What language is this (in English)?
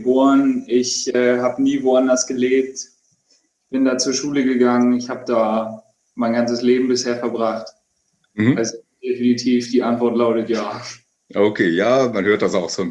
German